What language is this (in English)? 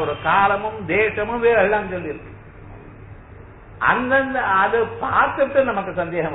Tamil